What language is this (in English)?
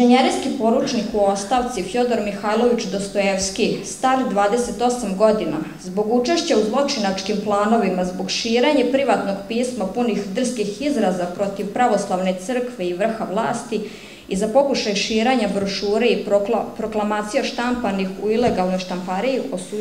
Serbian